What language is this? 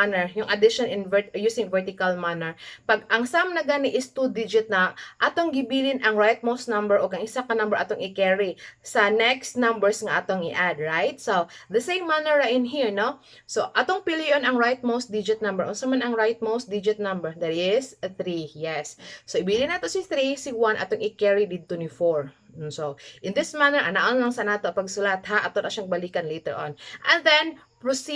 Cebuano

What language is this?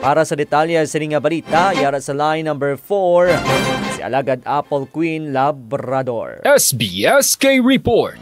Hiligaynon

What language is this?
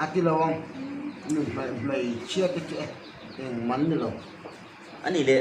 Hmar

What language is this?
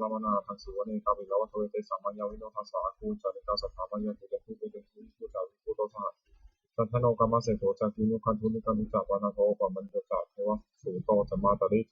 Pali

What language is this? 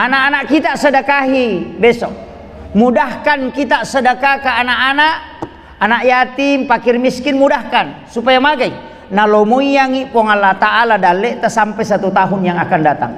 Buginese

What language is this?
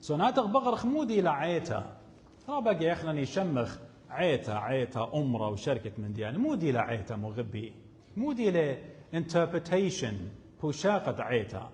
Assyrian Neo-Aramaic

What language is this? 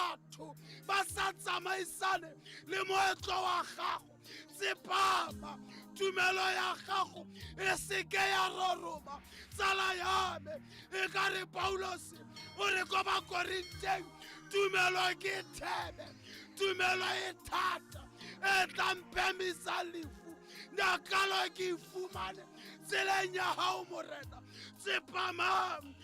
Tswana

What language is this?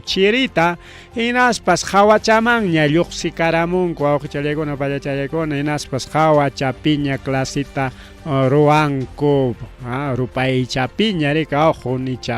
Ayacucho Quechua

